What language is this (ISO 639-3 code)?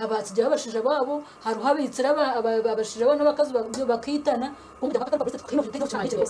nyn